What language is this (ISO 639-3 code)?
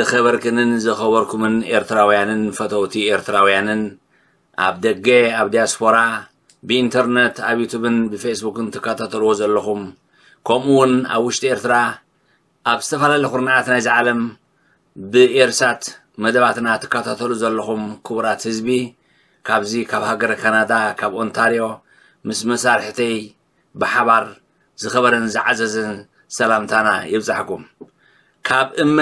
tir